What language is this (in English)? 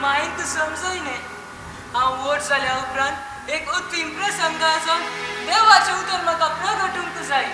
Konkani